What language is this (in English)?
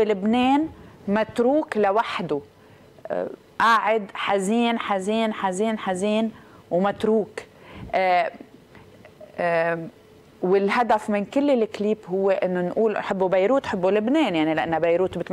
North Levantine Arabic